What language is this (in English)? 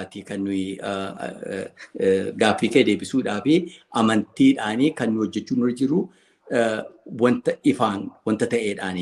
Oromo